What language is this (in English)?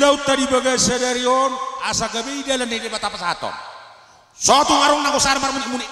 Batak Toba